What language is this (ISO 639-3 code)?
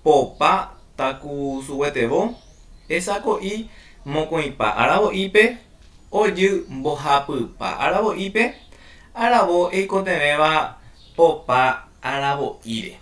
grn